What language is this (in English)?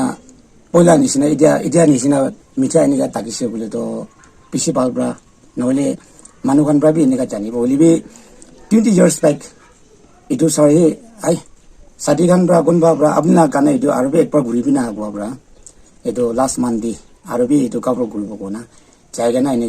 Naga Pidgin